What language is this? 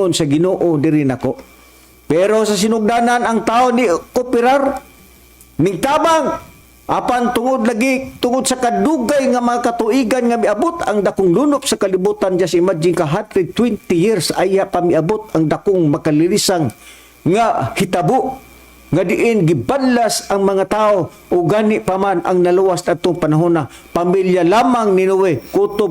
Cebuano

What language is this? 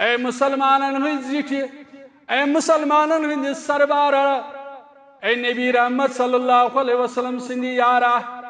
Kashmiri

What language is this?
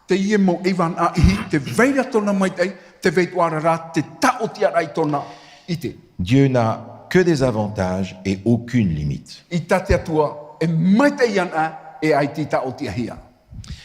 Tahitian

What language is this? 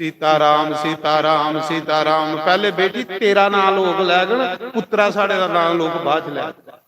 Dogri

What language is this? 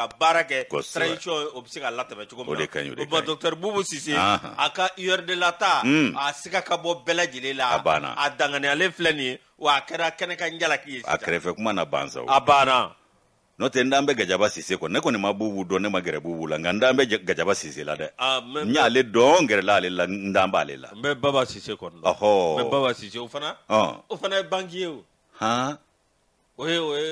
Bambara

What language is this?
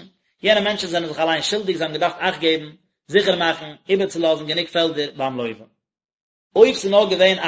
Yiddish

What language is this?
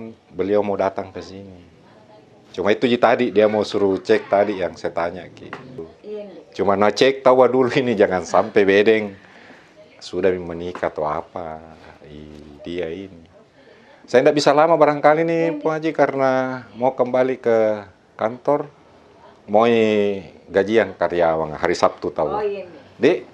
Makassar Malay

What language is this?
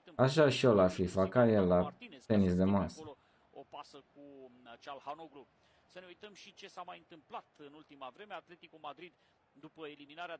Romanian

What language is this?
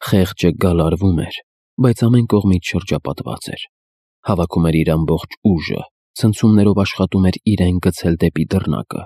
Armenian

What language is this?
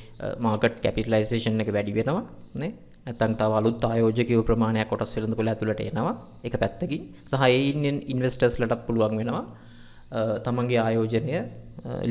Sinhala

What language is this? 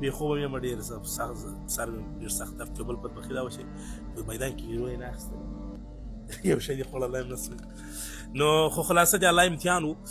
Pashto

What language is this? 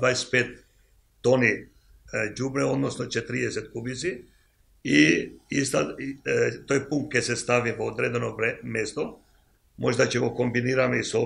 Macedonian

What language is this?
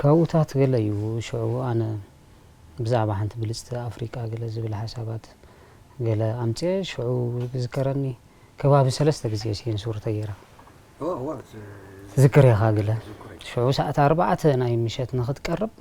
Tigrinya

